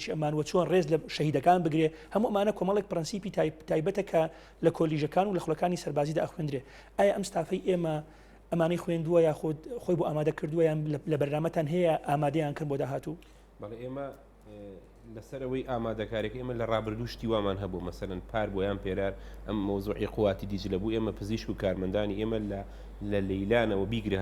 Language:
Central Kurdish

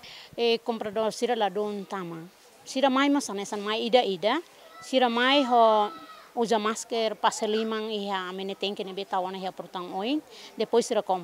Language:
Tetum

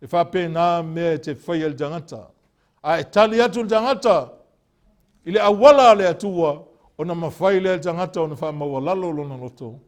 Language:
Samoan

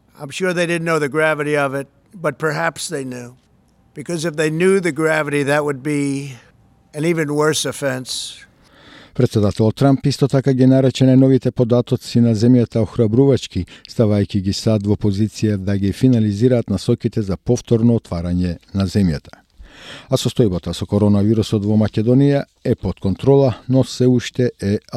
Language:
Macedonian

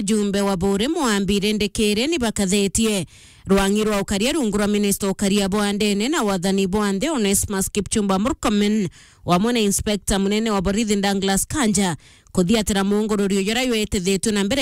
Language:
Meru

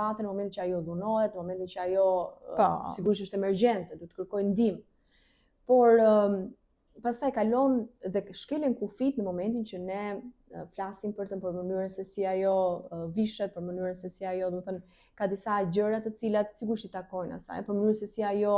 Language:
Albanian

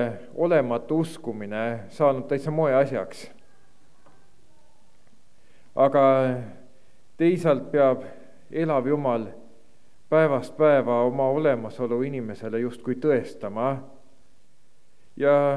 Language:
Estonian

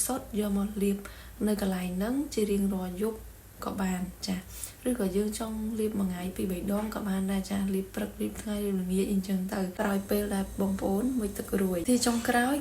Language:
Khmer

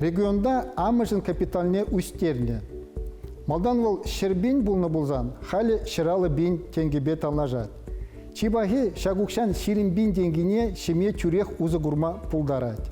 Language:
Chuvash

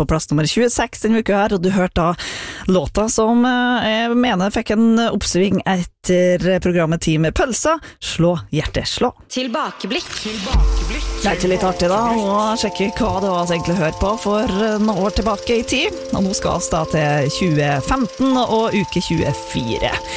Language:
Norwegian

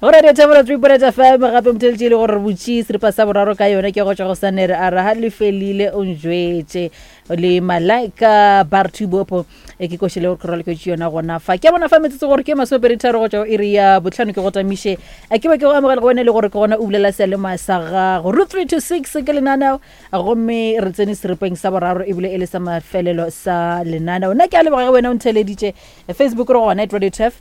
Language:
Northern Sotho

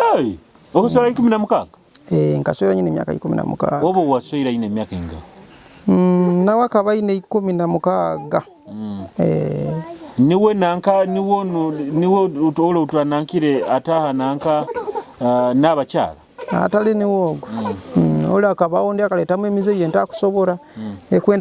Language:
Nyoro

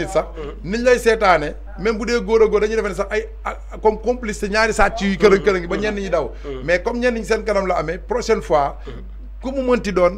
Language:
Wolof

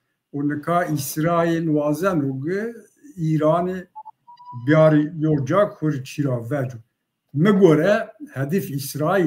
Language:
Zaza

